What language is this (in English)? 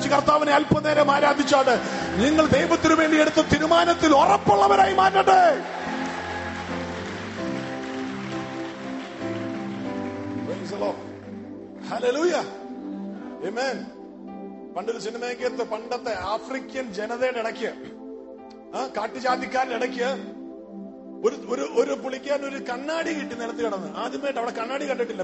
Malayalam